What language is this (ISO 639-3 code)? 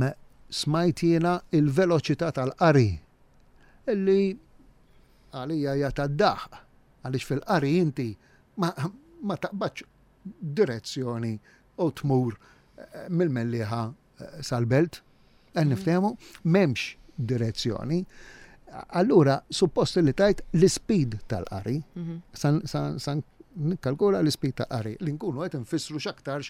mlt